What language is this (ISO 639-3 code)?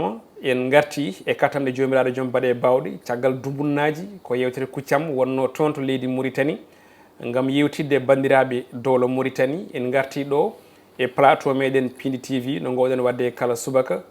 ful